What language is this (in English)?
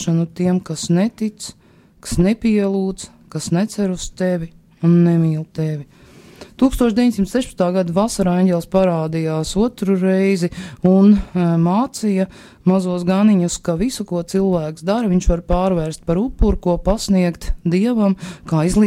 Latvian